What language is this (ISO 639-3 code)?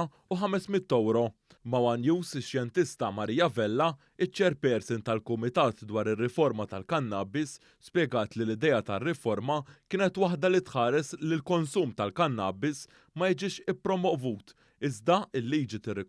mlt